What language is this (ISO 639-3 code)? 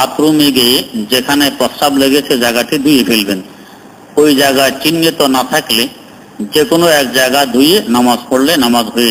ben